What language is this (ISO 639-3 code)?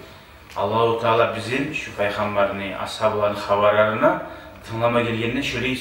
kum